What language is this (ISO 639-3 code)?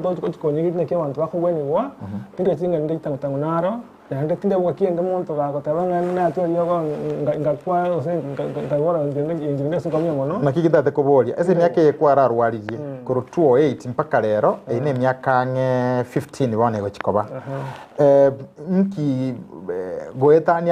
guz